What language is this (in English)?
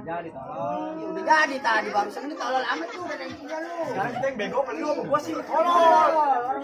Betawi